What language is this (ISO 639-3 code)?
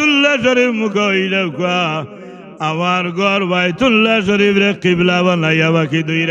syl